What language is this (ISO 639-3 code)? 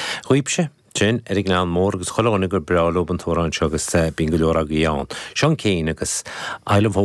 gle